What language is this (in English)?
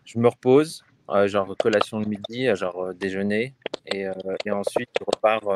French